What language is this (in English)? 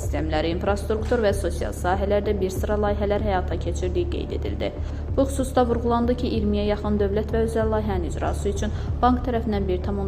Azerbaijani